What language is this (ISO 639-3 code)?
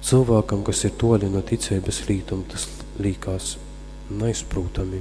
ltg